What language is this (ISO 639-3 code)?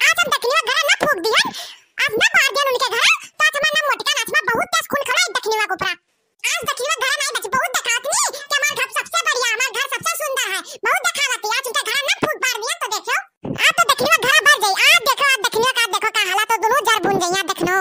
awa